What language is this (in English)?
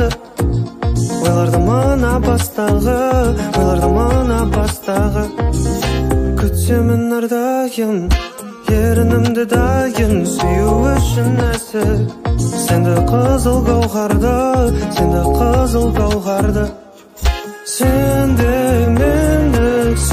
Kazakh